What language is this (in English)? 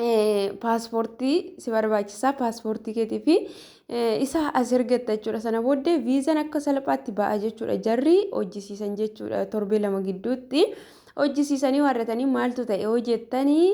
Oromo